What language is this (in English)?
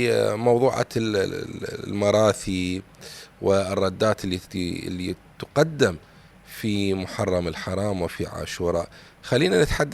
Mesopotamian Arabic